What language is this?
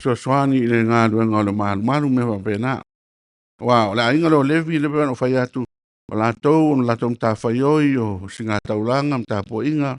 Samoan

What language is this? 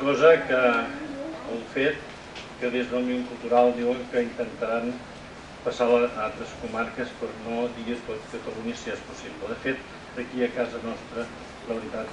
Catalan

